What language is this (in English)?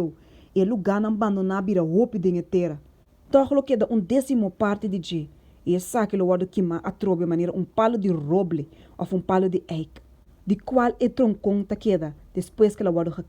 Papiamento